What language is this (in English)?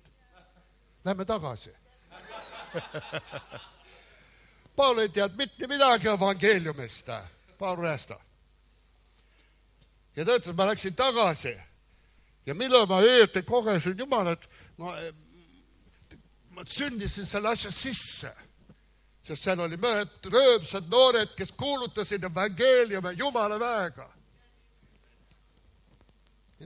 Estonian